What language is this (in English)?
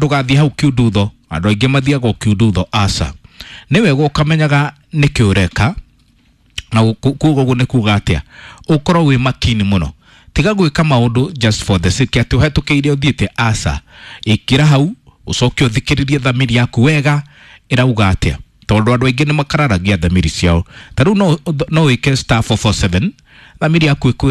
Kikuyu